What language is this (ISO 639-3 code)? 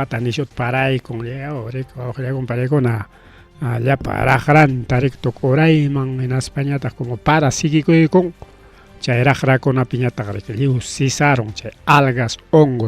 quy